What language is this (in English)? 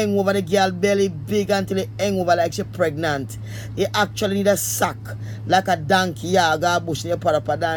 Jamaican Creole English